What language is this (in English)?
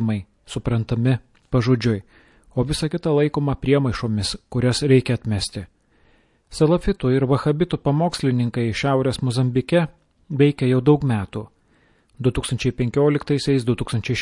Lithuanian